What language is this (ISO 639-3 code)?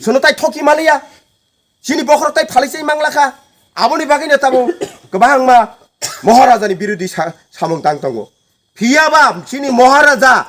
trp